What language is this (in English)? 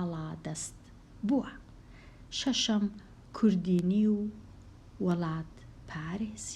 Central Kurdish